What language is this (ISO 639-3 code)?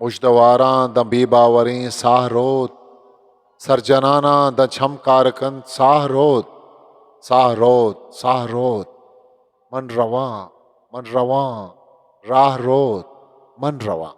bgp